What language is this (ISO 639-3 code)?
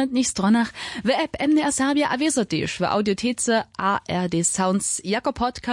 hsb